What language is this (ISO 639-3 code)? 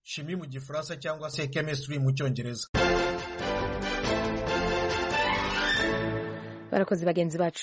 kin